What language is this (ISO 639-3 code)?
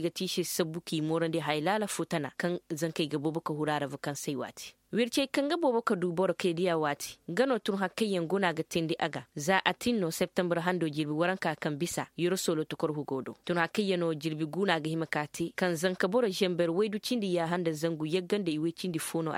ses